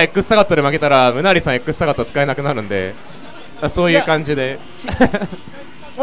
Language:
Japanese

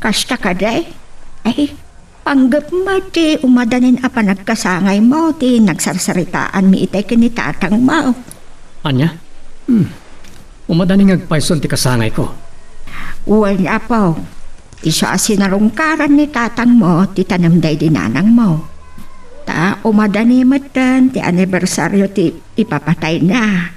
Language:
Iloko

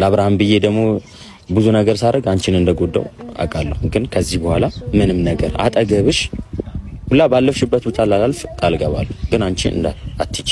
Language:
Amharic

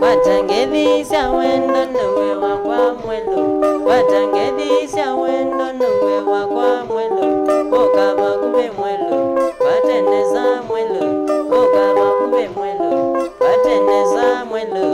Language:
Kamba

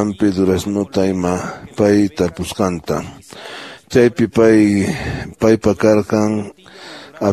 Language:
Quechua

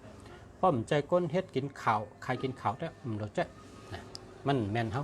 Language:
Shan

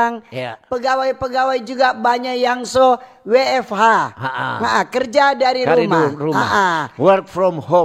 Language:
Manado Malay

